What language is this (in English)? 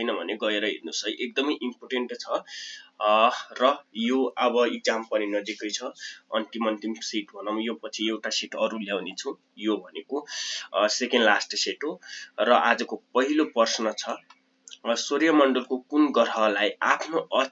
Nepali